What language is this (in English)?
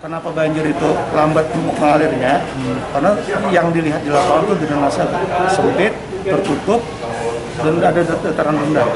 Banjar